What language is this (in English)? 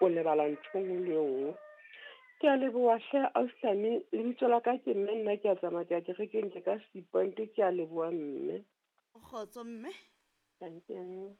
Southern Sotho